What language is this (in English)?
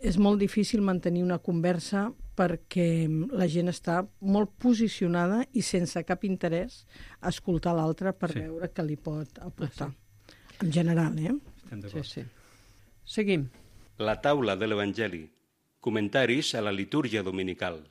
Catalan